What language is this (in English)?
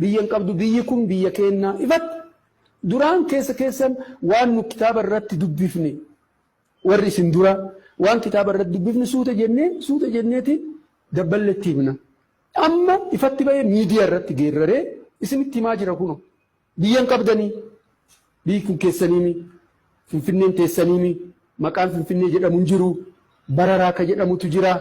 Oromo